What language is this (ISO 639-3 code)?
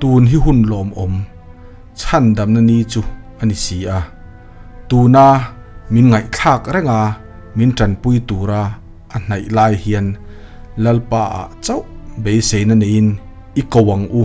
lus